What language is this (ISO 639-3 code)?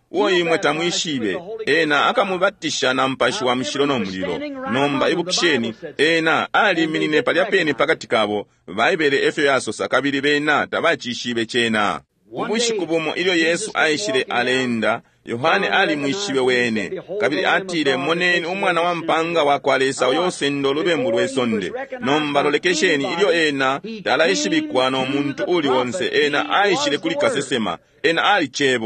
bem